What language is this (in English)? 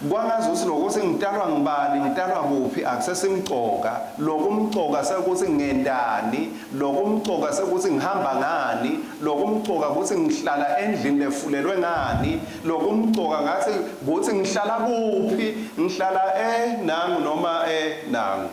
Swati